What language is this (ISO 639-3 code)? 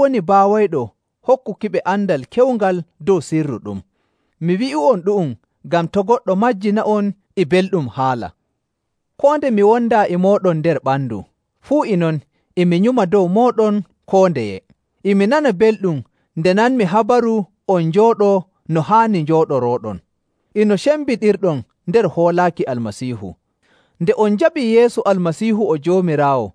fuv